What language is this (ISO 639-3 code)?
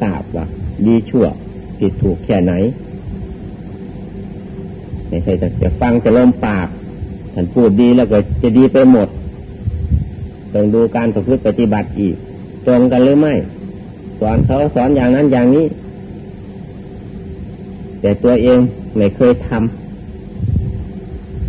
tha